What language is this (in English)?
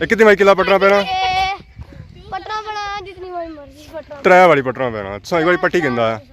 Pahari-Potwari